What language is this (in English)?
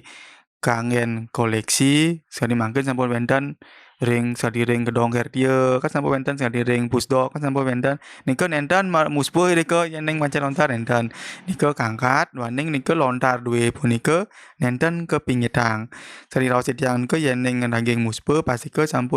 Balinese